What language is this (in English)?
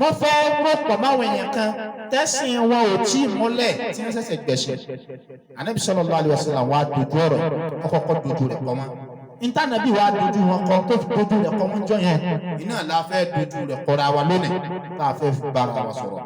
Yoruba